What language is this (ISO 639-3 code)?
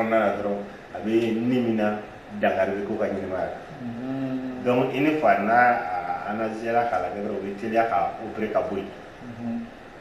bam